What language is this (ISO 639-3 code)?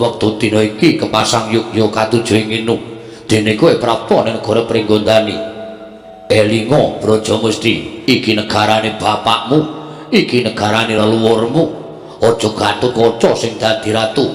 jav